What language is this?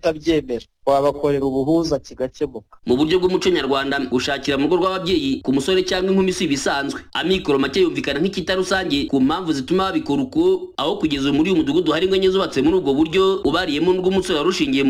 Kinyarwanda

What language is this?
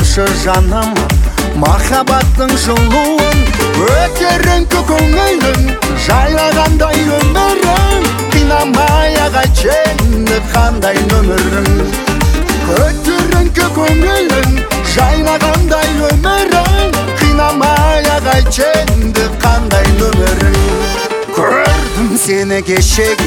Kazakh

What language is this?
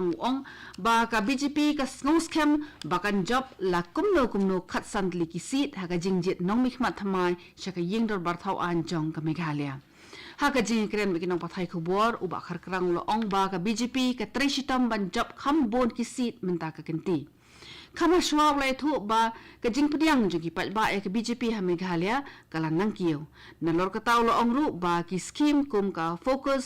Khasi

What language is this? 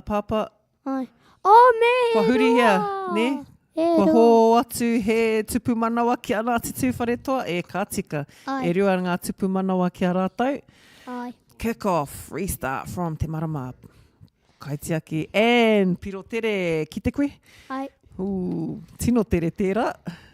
Māori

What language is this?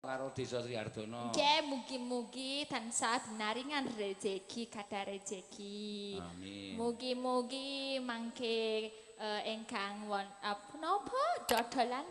Javanese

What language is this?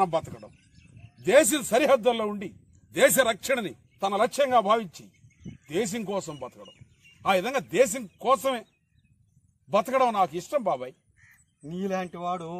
Telugu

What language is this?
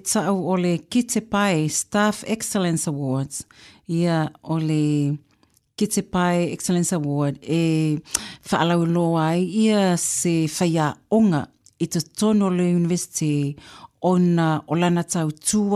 Samoan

